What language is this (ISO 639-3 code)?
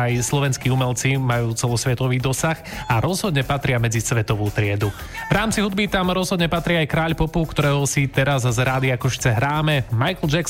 slk